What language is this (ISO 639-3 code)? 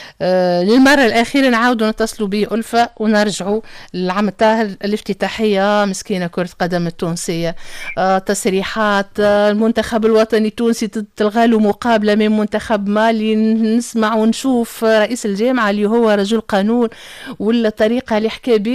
aeb